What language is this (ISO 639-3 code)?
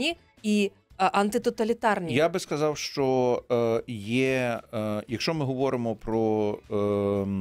ukr